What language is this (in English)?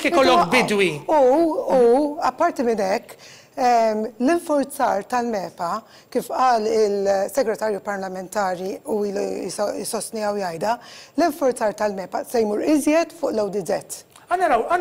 Maltese